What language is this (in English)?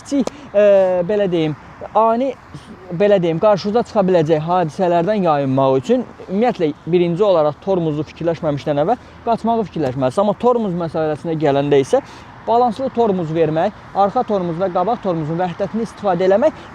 Azerbaijani